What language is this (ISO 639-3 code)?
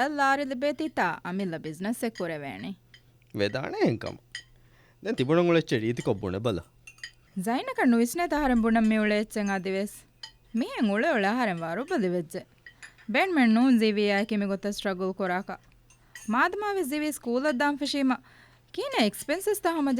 div